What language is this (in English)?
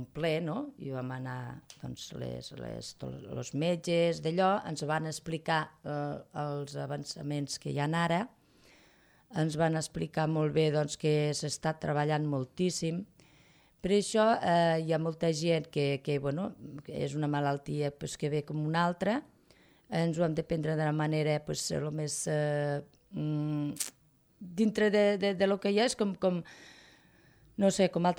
Catalan